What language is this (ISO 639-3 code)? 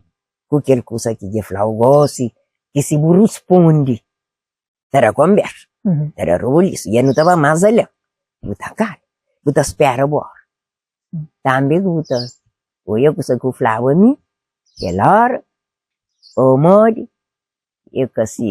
kea